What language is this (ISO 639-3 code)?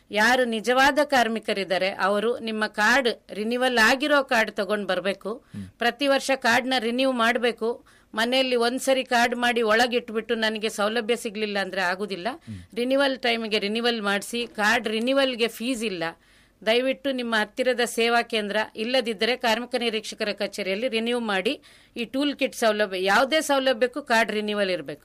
kan